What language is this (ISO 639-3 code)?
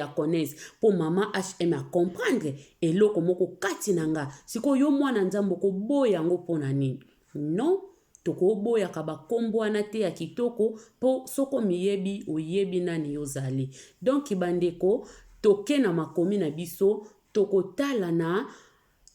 lin